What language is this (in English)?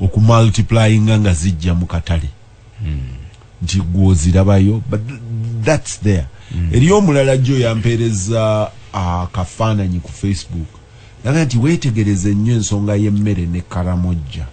Ganda